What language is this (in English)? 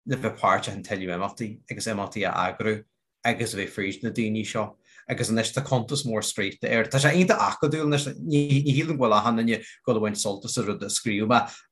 Irish